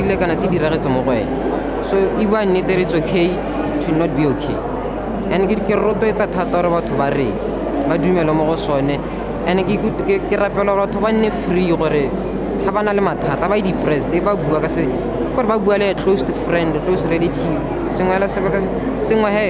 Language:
Tswana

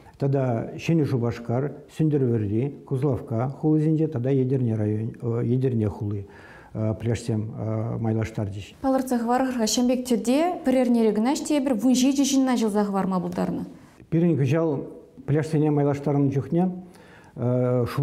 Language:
Chuvash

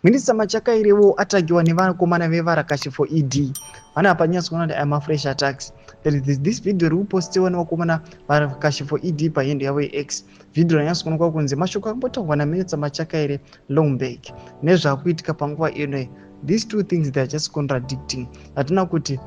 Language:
Shona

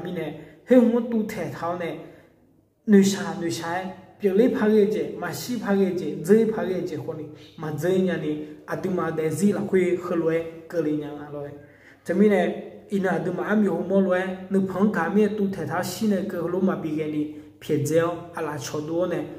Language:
Akha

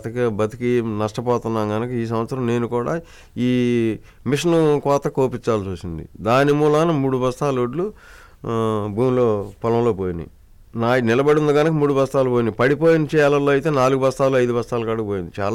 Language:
Telugu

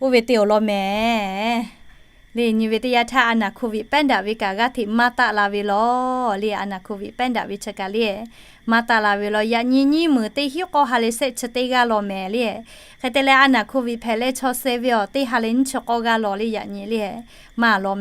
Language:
Lahu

